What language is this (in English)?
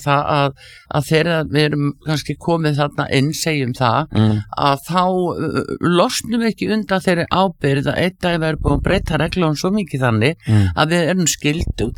Icelandic